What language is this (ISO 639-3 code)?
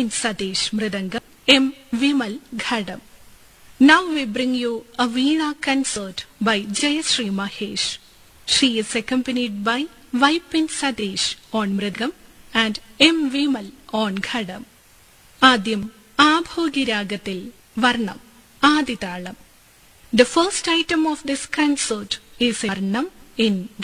mal